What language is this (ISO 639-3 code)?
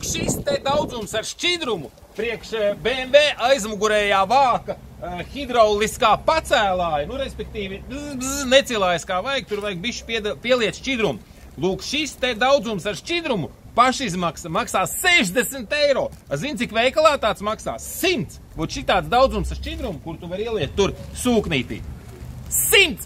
lav